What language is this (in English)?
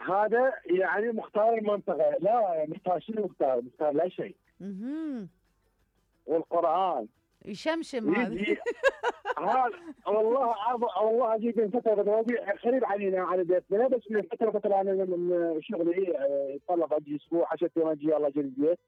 Mesopotamian Arabic